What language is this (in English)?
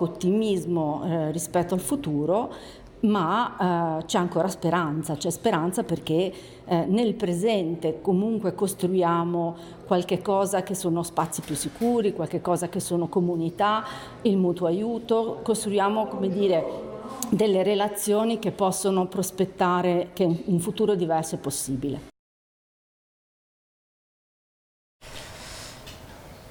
Italian